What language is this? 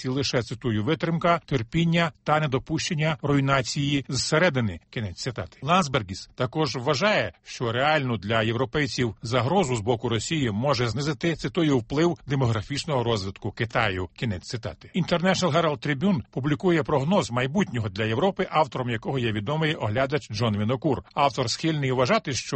Ukrainian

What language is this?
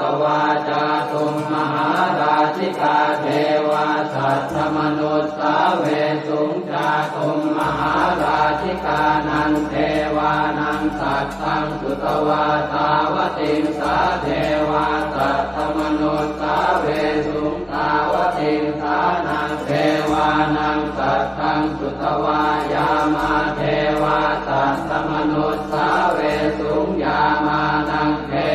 Pali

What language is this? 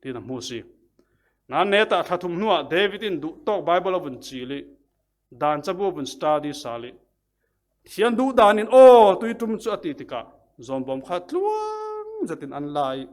Falam Chin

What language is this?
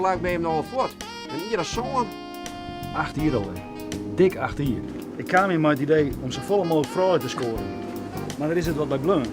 Western Frisian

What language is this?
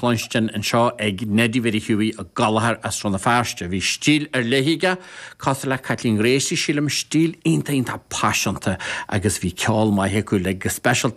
Irish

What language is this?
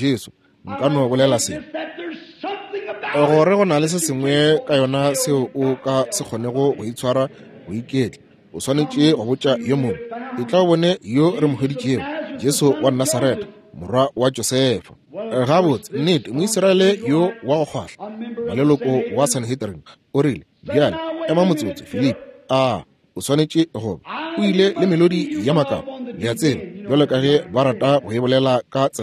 Northern Sotho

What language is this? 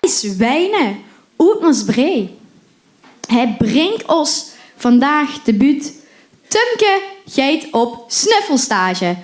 Limburgish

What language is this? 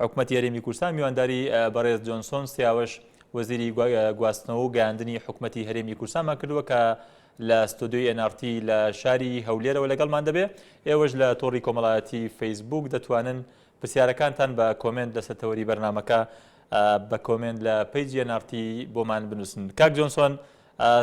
Central Kurdish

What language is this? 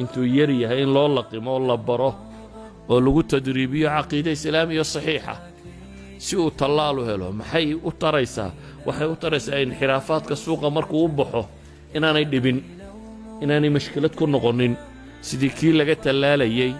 Somali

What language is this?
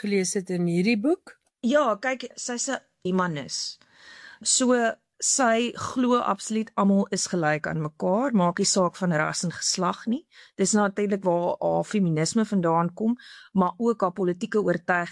Afrikaans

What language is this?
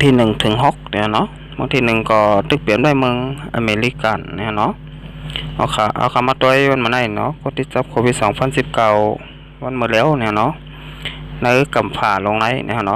Shan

